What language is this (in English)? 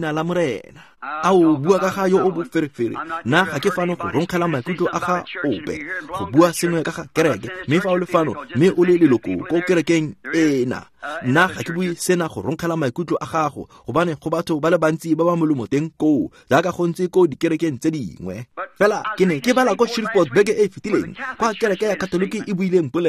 Tswana